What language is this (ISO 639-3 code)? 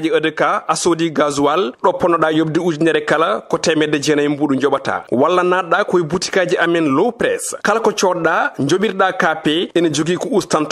ful